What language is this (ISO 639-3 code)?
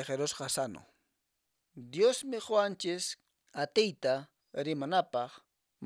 que